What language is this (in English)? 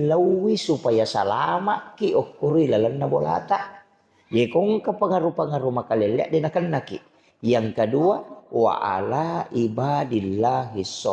Buginese